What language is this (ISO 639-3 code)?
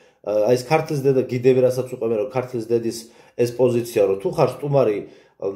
kat